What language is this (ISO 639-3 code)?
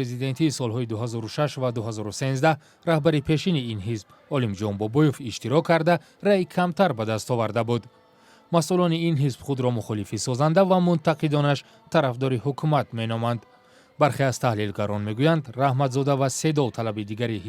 tgk